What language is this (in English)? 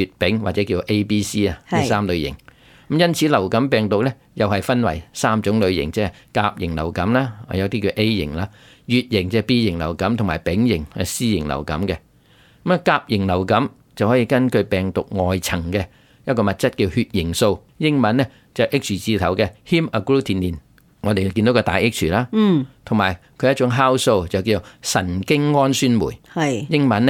Cantonese